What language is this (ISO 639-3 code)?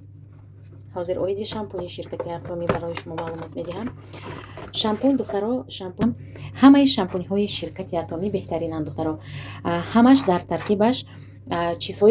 tgk